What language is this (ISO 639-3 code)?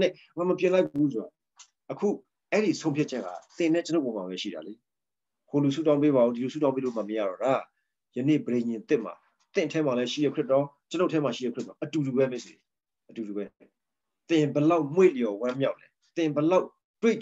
mya